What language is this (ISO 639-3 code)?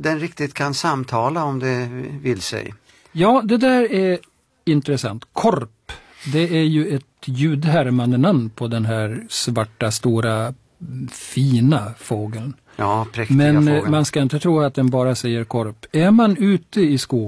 swe